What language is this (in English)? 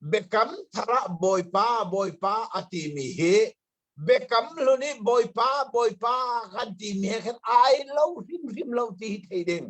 Hakha Chin